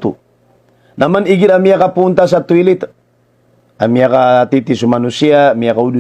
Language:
Maranao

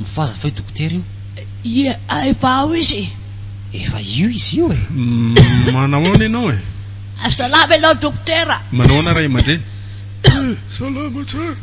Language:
Malagasy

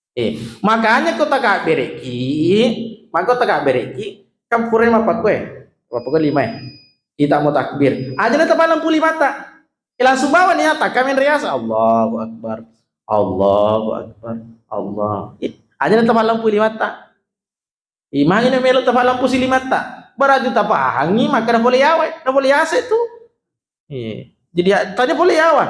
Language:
Buginese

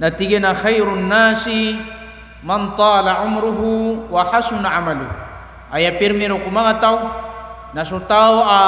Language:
Maranao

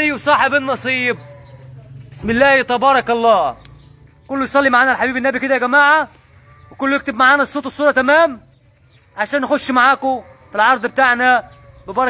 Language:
Egyptian Arabic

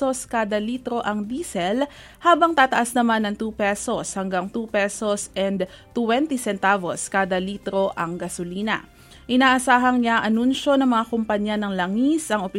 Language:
Filipino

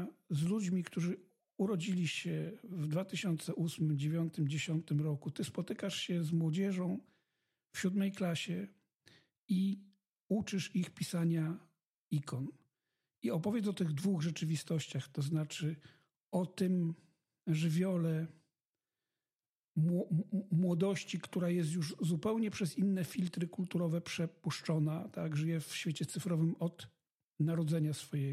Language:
Polish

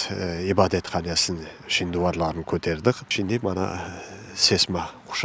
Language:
Crimean Tatar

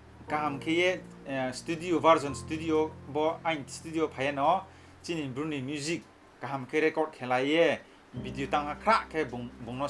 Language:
Riang (India)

